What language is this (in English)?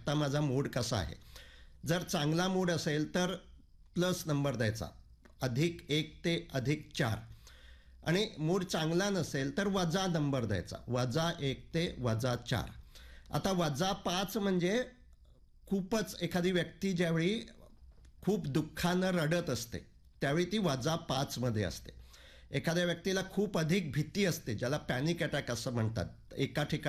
Marathi